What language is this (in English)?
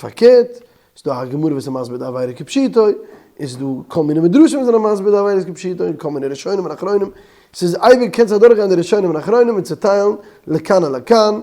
Yiddish